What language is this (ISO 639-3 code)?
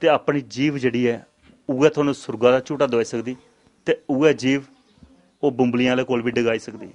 doi